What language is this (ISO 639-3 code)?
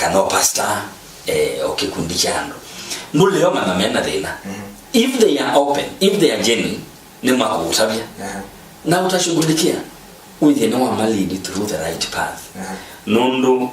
kam